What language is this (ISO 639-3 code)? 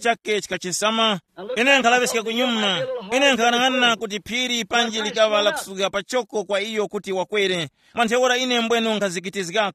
tum